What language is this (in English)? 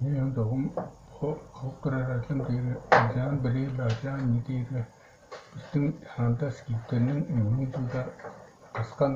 Tuvinian